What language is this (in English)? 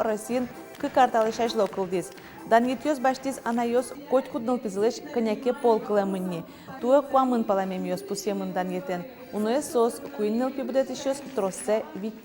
Udmurt